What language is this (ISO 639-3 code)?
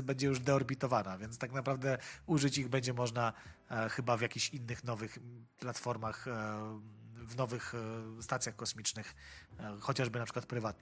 pol